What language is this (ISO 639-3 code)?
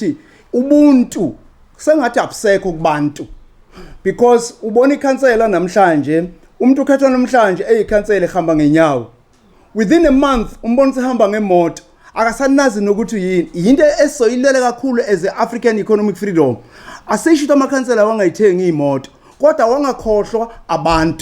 zul